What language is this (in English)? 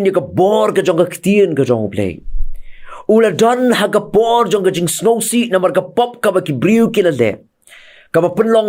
Khasi